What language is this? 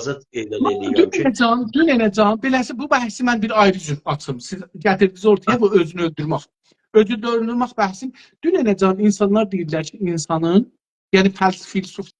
South Azerbaijani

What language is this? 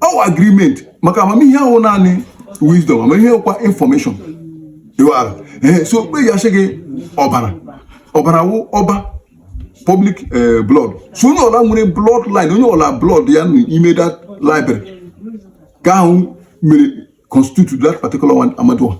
Igbo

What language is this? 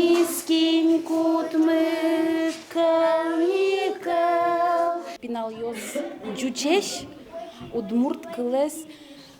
Udmurt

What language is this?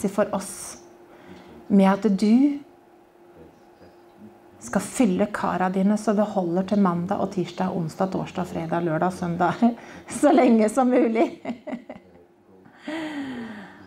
Norwegian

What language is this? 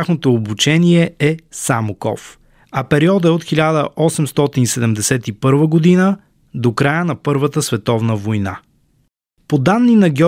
Bulgarian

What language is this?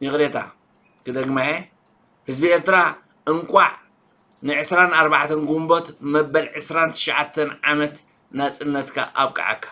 Tigrinya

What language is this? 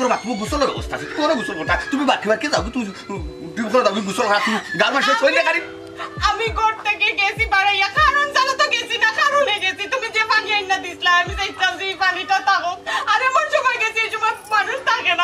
Sylheti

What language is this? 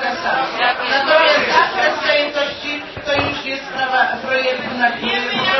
Polish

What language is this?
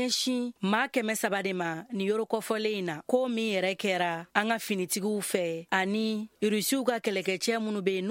Bambara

